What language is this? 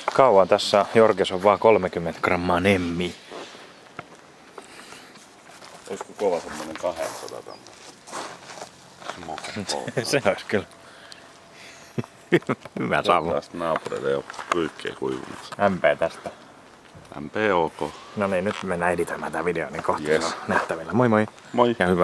Finnish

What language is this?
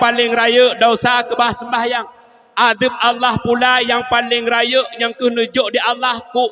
Achinese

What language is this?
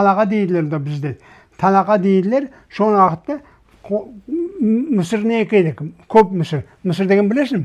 Crimean Tatar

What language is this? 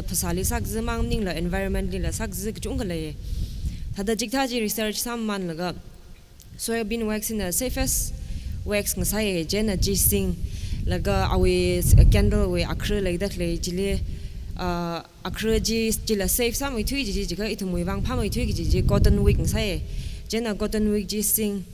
Tangkhul Naga (India)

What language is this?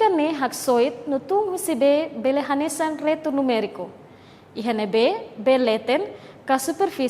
Tetum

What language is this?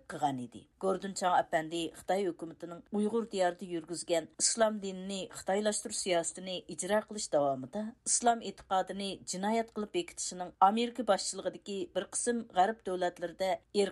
Uyghur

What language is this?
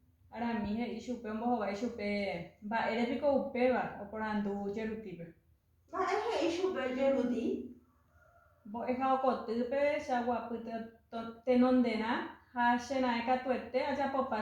Guarani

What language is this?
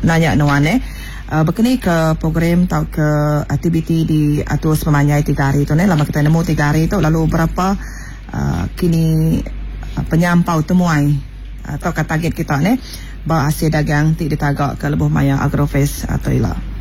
Iban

